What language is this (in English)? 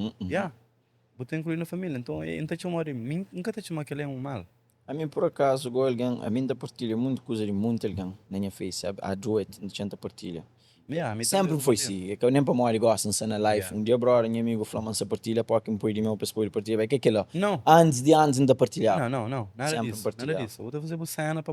Kabuverdianu